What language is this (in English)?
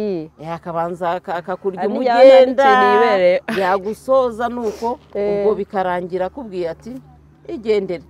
Kinyarwanda